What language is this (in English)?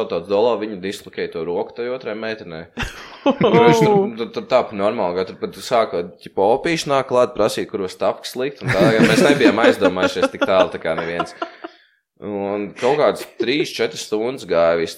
Latvian